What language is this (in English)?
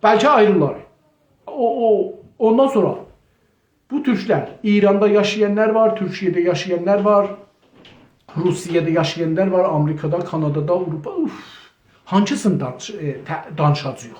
South Azerbaijani